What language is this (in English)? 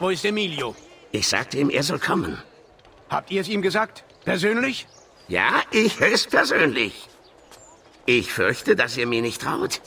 Bavarian